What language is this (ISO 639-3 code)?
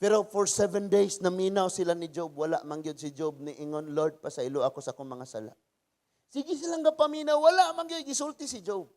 ceb